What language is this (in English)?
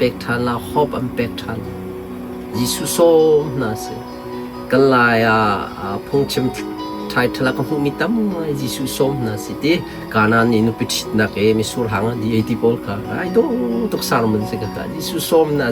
Hakha Chin